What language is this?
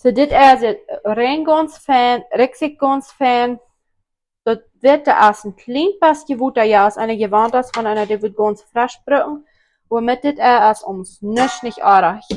Plautdietsch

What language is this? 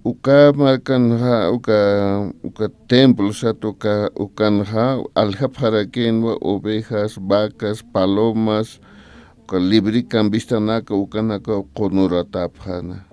Aymara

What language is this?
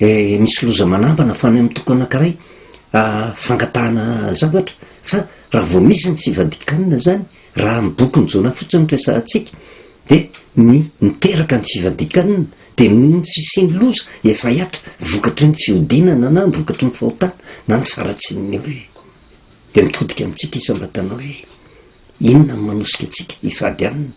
Malagasy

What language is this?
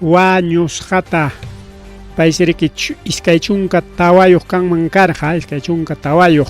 Ayacucho Quechua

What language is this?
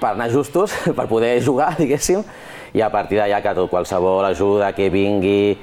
Catalan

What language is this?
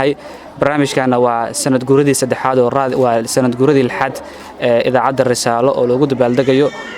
Somali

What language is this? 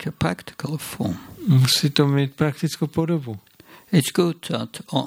Czech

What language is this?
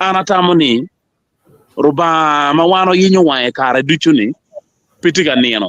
Acoli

